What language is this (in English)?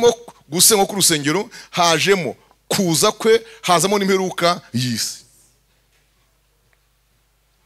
Kinyarwanda